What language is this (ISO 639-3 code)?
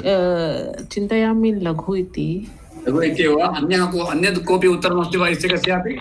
san